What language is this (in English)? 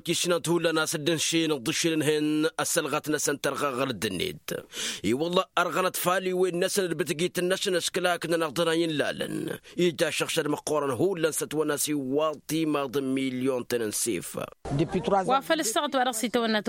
Tamasheq